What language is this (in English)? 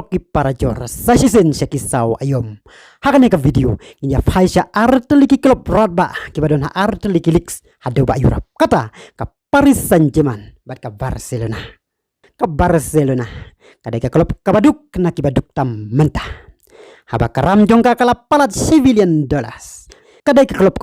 Khasi